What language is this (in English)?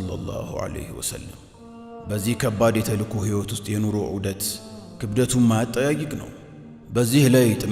Amharic